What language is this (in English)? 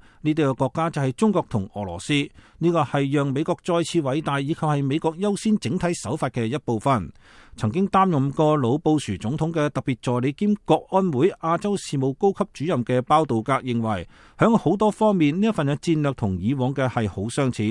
Cantonese